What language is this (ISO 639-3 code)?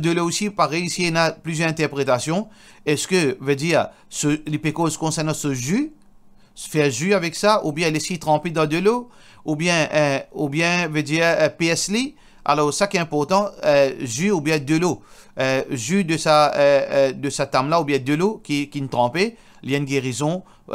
mfe